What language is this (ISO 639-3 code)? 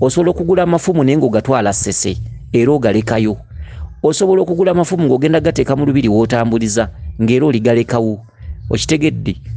lug